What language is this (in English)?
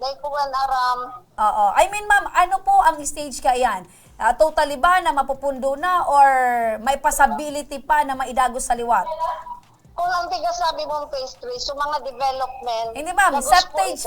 Bikol